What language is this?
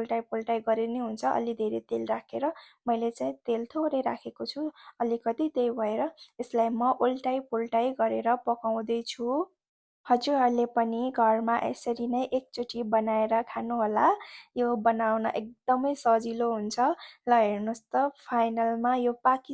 Nepali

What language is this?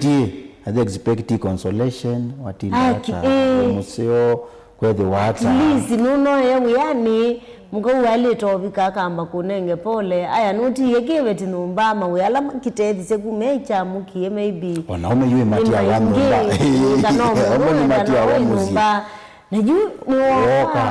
Kamba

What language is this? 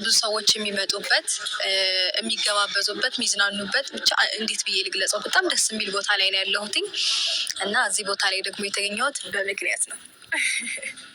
Amharic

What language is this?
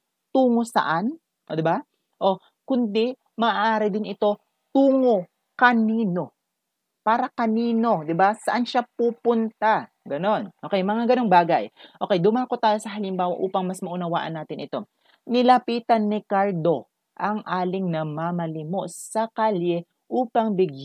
Filipino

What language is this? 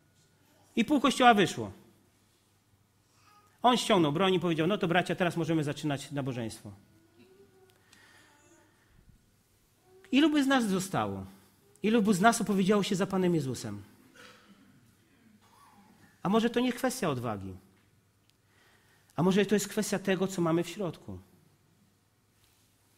Polish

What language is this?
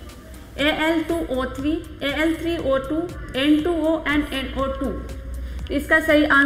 Hindi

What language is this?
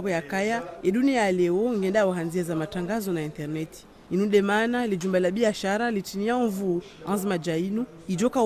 Ngazidja Comorian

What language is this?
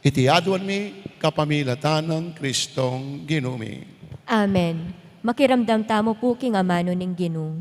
Pampanga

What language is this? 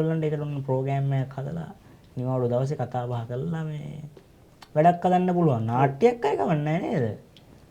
Sinhala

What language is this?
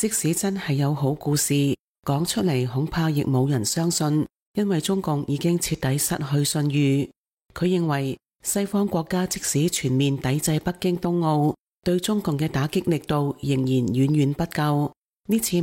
Cantonese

